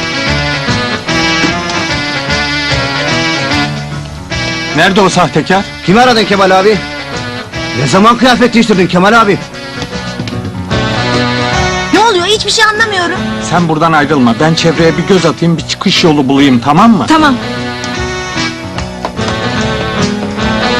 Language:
Turkish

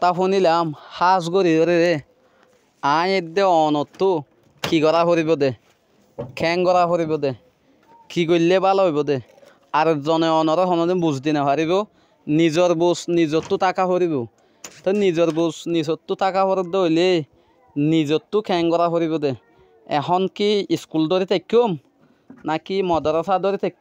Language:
Rohingya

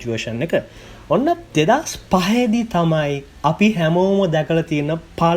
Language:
Sinhala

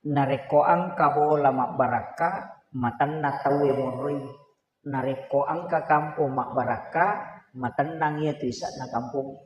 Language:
Buginese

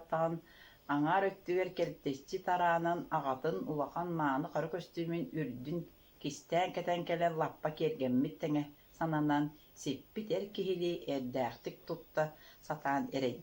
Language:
Yakut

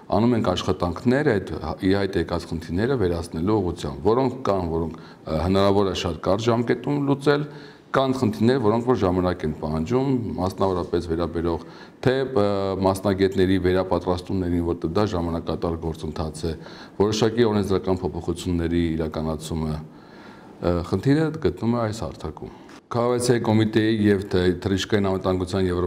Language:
Armenian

